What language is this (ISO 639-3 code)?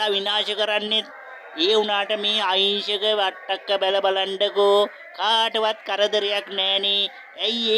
sin